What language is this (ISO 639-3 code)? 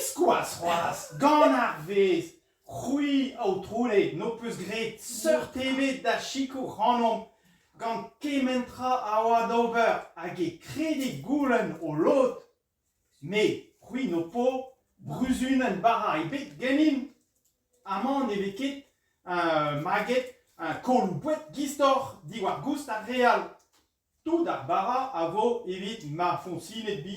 bre